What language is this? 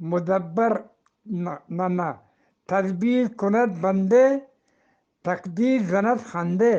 Eastern Balochi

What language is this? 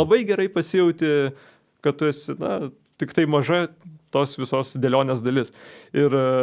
Lithuanian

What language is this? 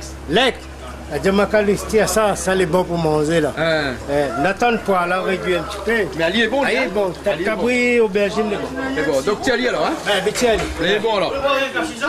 Réunion Creole French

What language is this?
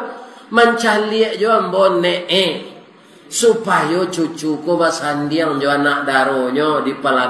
Minangkabau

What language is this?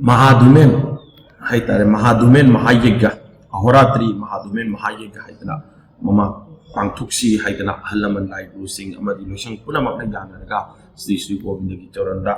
Manipuri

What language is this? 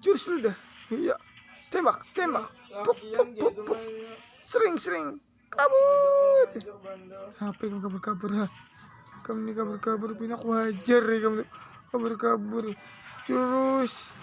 Banjar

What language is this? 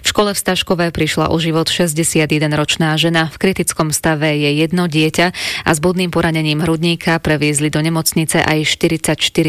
Slovak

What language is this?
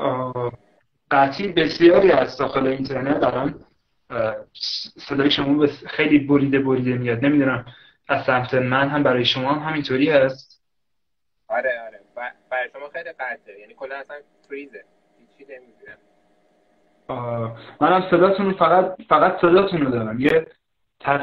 Persian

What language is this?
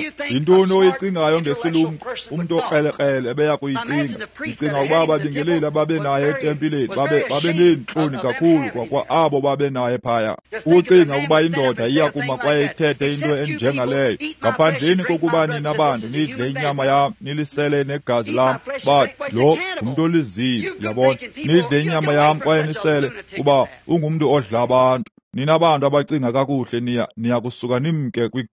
Xhosa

